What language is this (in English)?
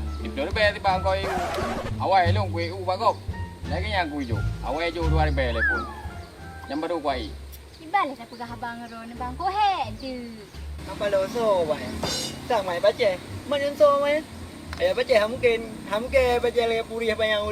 Achinese